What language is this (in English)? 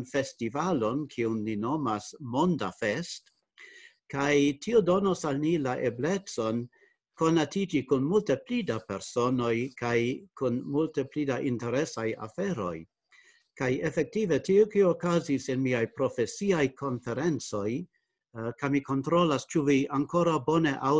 Esperanto